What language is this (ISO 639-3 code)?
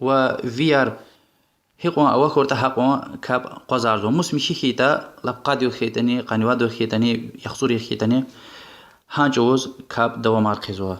lez